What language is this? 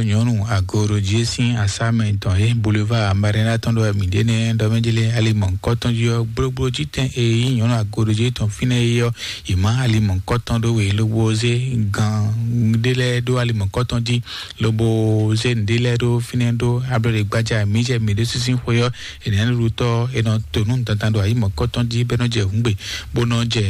Fon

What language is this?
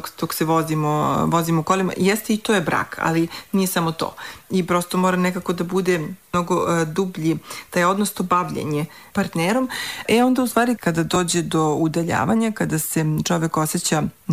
Serbian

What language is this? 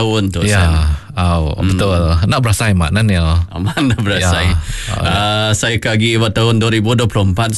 Iban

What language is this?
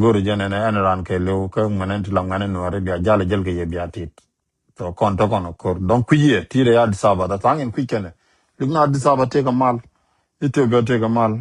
Nuer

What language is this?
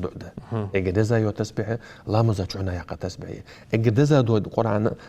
Ingush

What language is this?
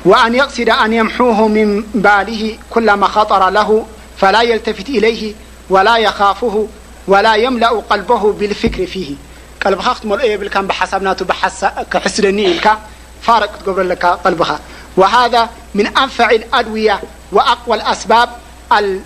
Tigrinya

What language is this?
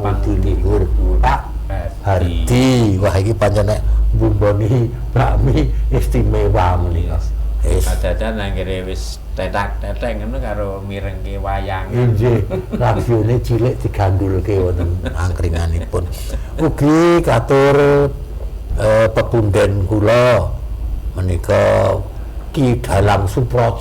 Javanese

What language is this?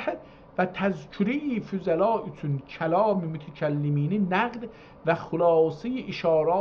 South Azerbaijani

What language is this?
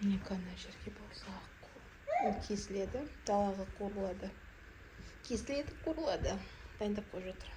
Kazakh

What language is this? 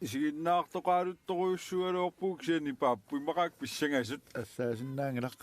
Kalaallisut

